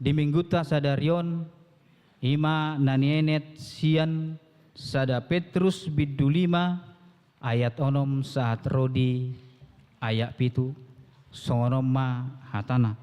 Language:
Batak Toba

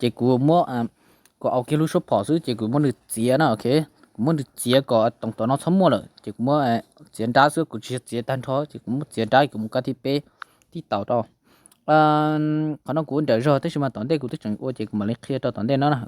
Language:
Hmong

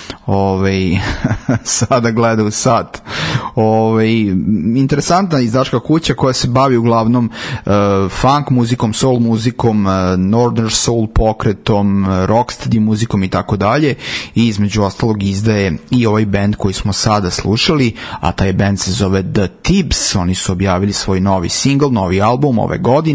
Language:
Serbian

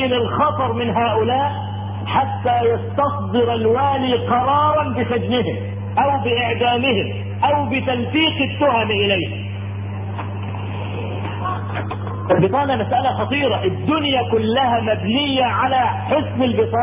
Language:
Arabic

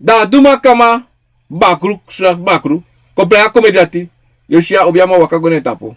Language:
Sranan Tongo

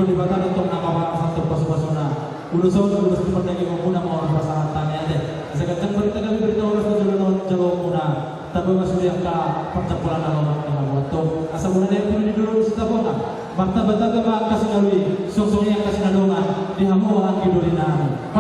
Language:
Batak Toba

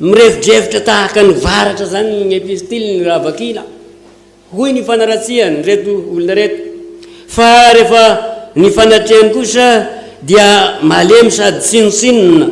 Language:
Malagasy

